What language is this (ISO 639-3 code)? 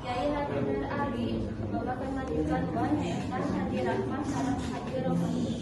sun